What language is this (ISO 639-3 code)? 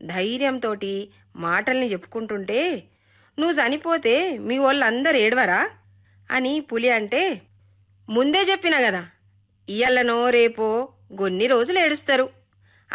tel